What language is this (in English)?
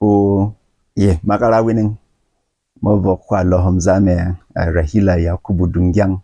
Berom